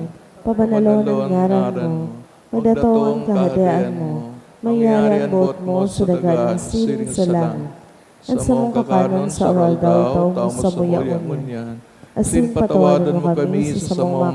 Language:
Bikol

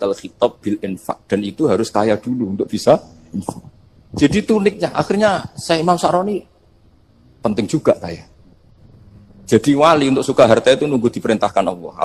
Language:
Indonesian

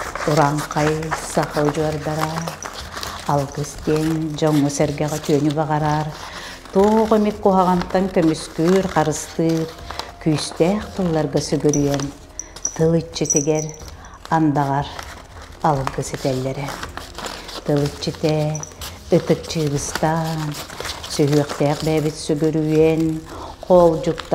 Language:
Yakut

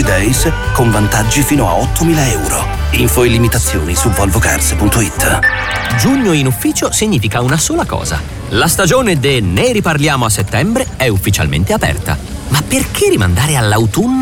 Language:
Italian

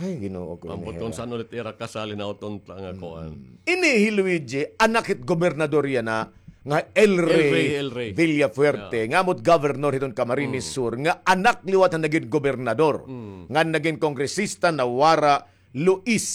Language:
Waray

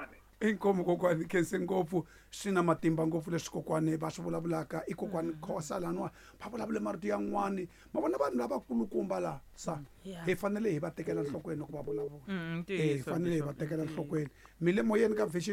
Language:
Tsonga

